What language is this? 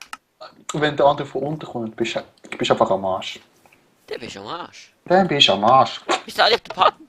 Swiss German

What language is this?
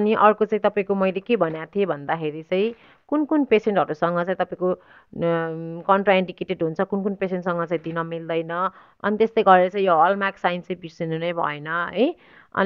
Nepali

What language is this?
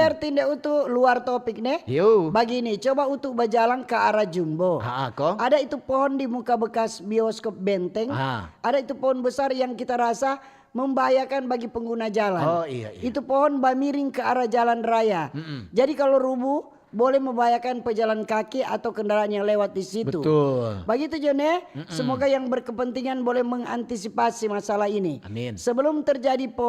Manado Malay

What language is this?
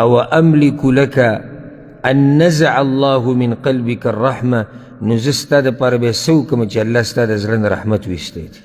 Pashto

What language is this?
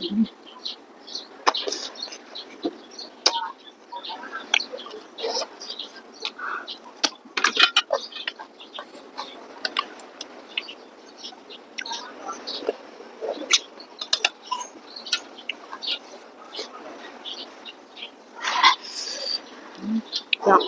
Northeastern Thai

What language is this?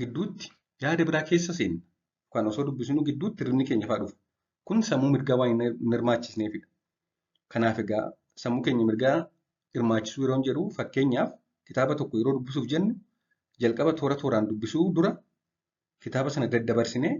Oromo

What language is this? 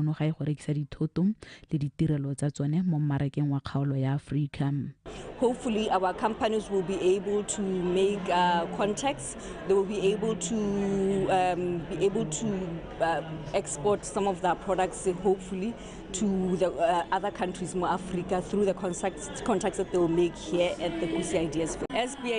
Tswana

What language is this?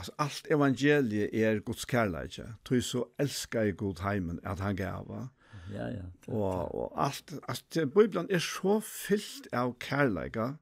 Faroese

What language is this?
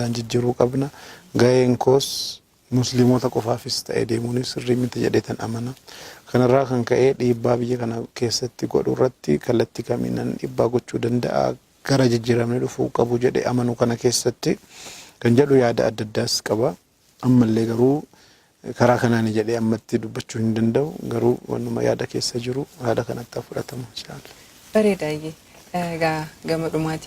Oromo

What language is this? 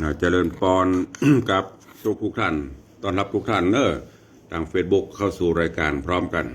Northern Thai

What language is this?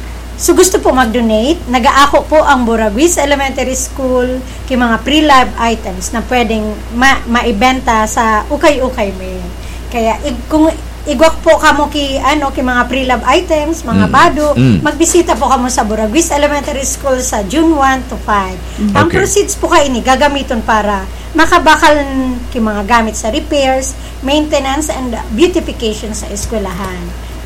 Bikol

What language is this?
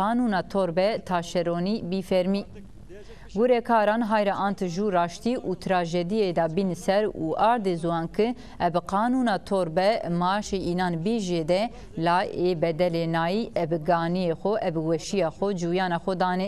Zaza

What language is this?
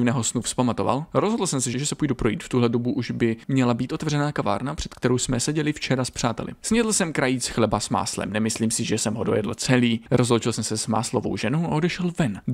Czech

